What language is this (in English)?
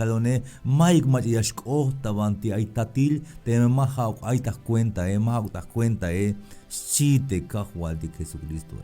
Tzeltal